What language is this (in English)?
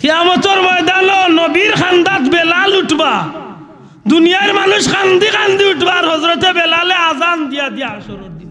Sylheti